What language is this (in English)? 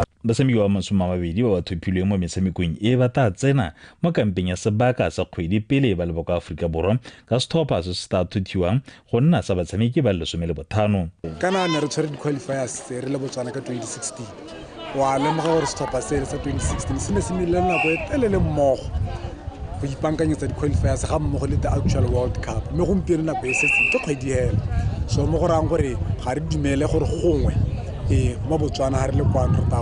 Tswana